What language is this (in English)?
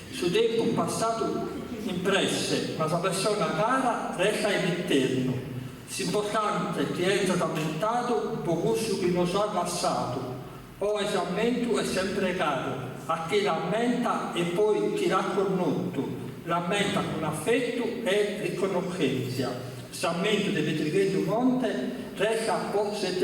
Sardinian